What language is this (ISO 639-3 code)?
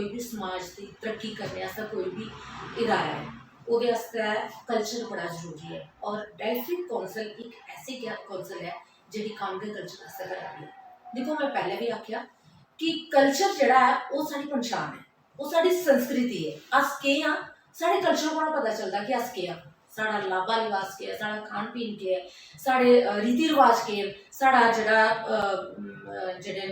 doi